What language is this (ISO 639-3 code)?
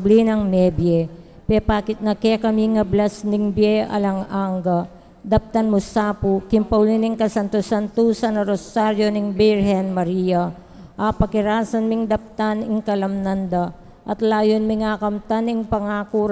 pam